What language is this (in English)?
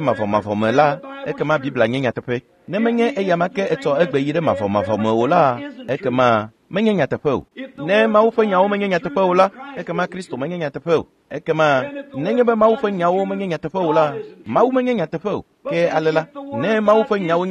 Ewe